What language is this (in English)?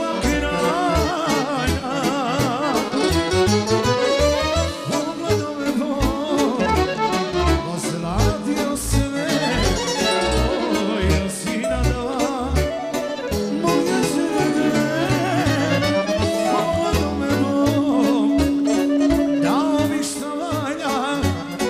Serbian